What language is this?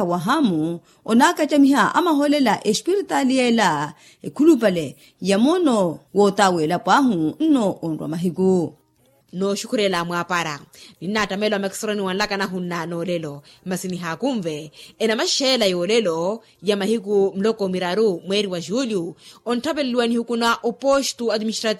Makhuwa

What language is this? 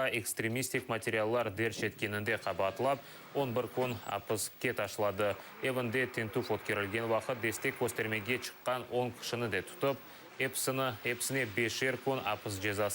Crimean Tatar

